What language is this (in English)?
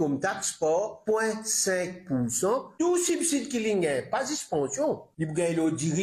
Morisyen